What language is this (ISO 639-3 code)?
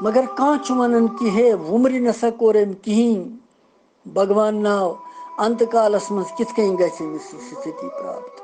kas